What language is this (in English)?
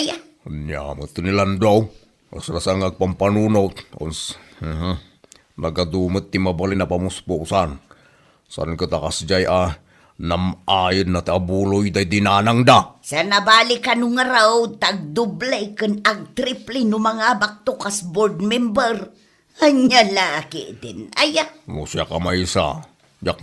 Iloko